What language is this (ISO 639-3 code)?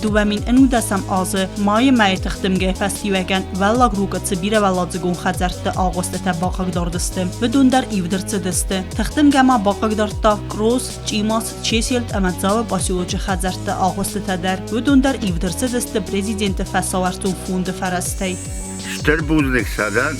oss